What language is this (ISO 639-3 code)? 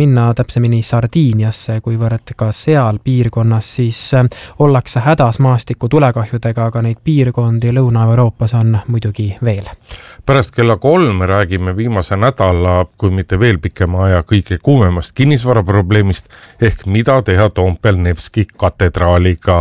est